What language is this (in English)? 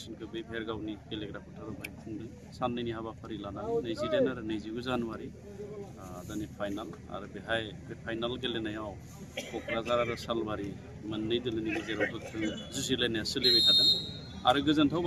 Bodo